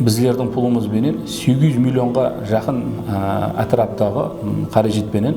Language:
Kara-Kalpak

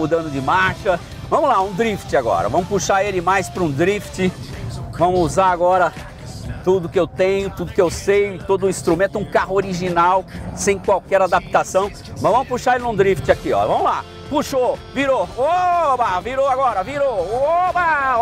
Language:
Portuguese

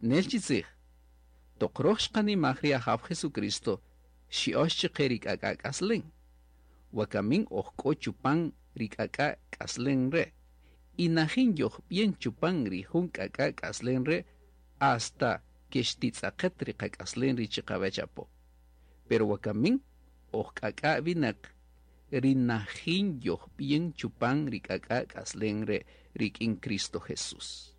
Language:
Kaqchikel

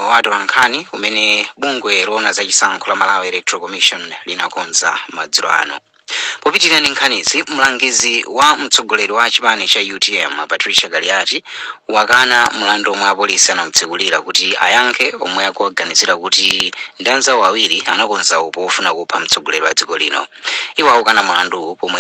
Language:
Nyanja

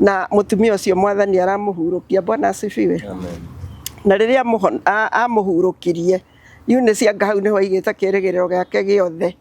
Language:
Kikuyu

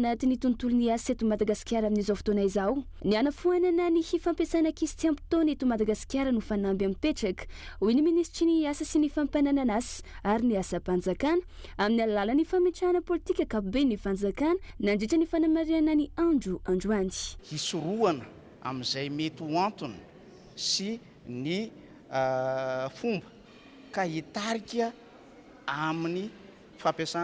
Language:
Malagasy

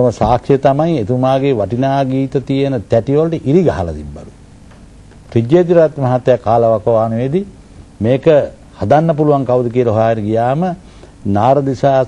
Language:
Sinhala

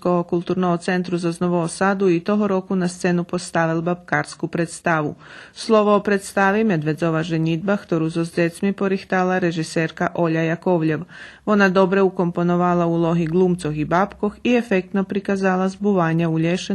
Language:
Rusyn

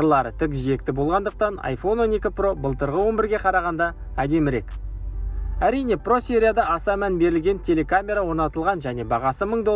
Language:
Kazakh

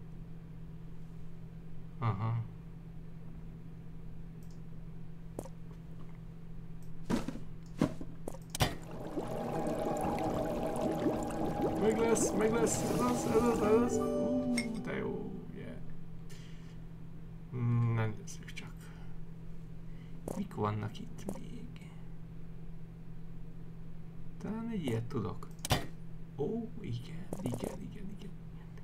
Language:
Hungarian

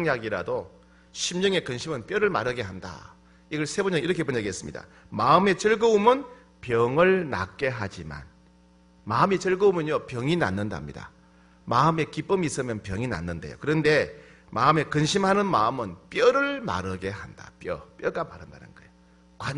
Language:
Korean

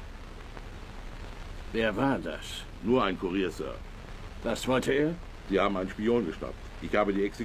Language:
German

